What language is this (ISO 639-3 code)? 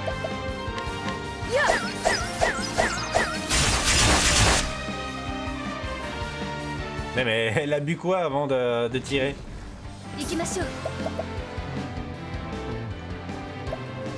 fra